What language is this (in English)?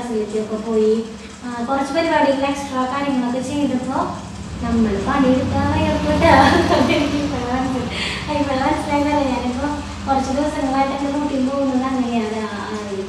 Malayalam